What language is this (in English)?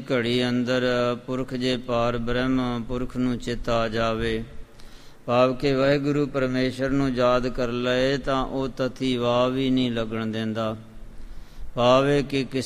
Punjabi